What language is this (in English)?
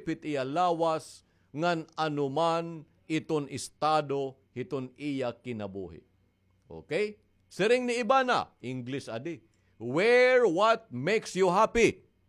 Waray